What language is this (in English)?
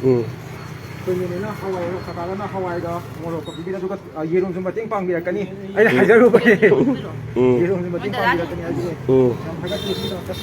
Manipuri